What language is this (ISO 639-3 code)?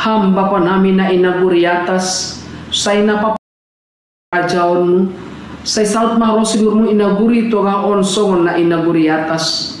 bts